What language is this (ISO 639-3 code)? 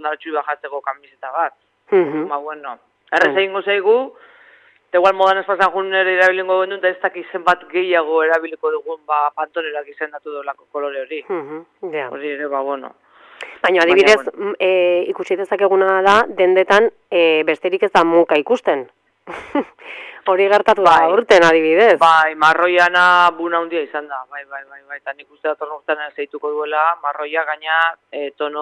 eus